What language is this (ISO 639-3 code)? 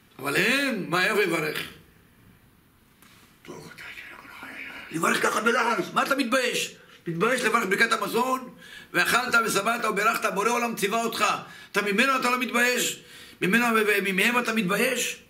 heb